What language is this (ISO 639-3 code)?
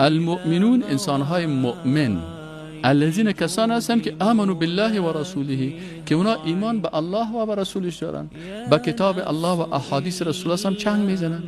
fas